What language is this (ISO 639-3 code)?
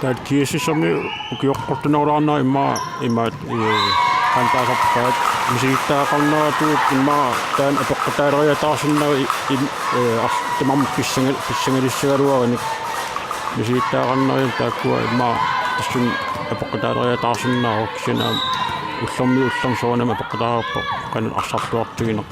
kal